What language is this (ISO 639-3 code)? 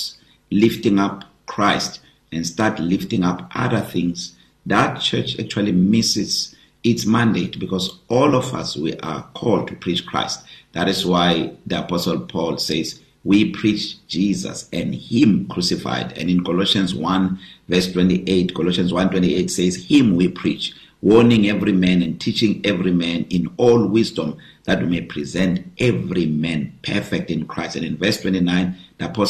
eng